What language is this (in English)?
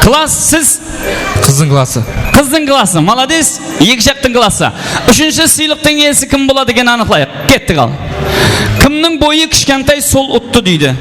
Kara-Kalpak